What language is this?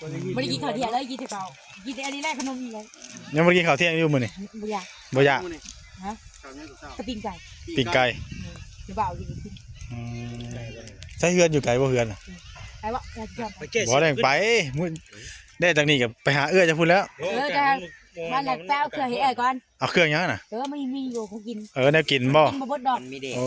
Northeastern Thai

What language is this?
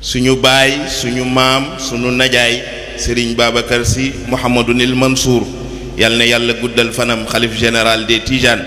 Wolof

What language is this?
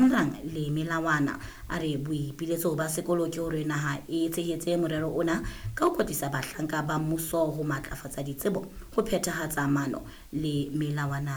Southern Sotho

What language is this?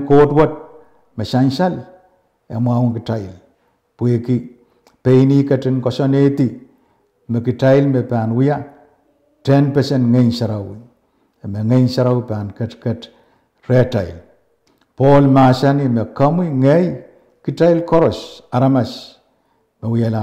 Pohnpeian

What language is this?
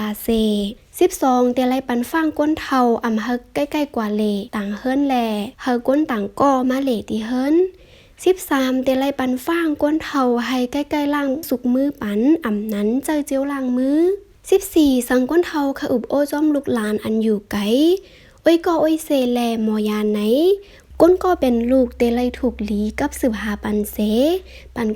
Shan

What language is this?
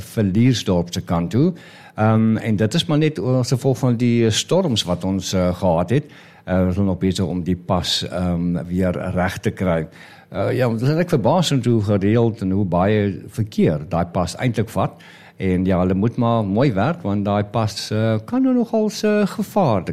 Afrikaans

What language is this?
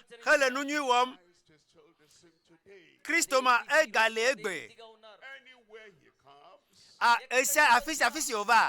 Ewe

